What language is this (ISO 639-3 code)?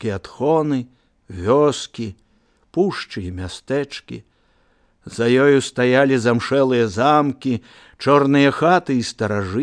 bel